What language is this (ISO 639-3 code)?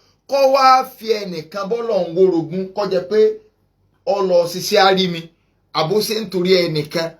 yor